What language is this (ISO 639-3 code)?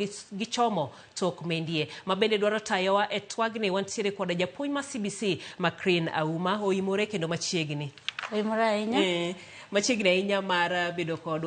luo